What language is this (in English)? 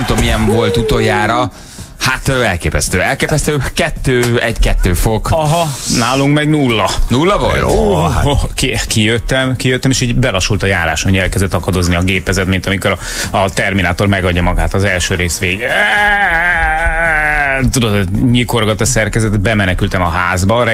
Hungarian